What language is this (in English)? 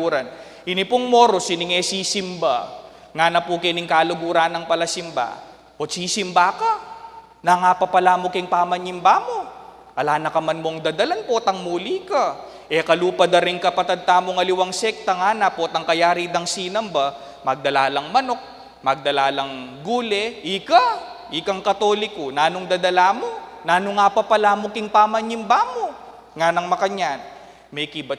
Pampanga